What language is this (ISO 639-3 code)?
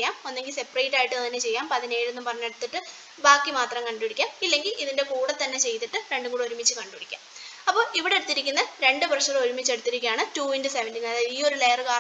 mal